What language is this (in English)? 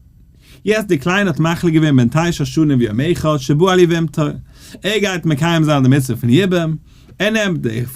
Yiddish